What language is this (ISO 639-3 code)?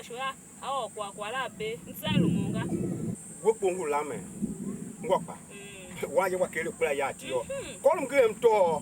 tiv